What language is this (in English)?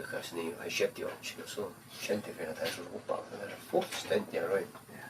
Faroese